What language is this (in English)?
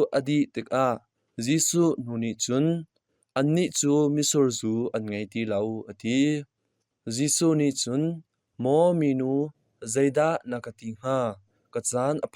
Hakha Chin